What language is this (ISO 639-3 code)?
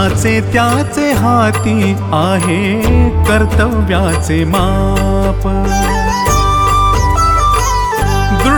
mar